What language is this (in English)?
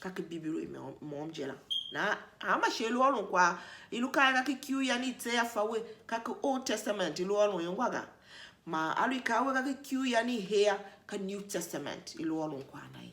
Tiv